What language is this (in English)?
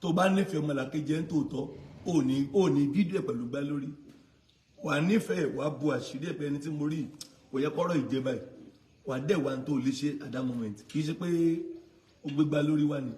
Yoruba